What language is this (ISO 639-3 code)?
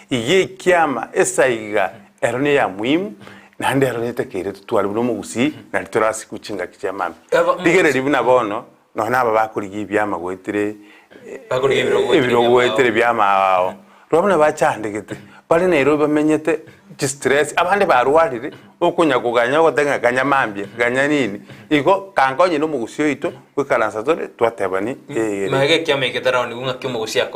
guz